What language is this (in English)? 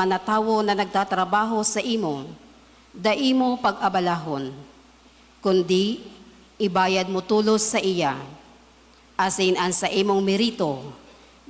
Bikol